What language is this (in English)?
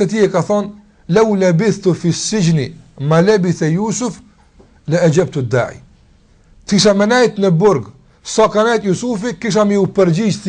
Albanian